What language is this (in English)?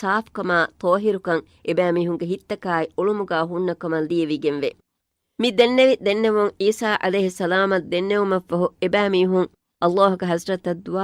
Divehi